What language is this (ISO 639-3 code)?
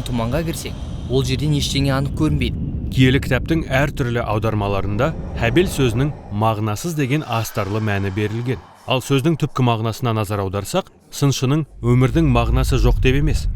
kaz